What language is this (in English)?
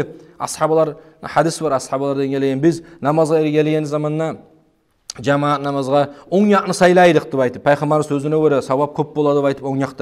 Kumyk